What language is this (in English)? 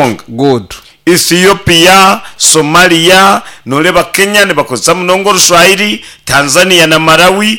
Nyankole